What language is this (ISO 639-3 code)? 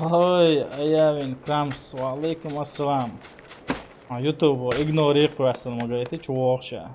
che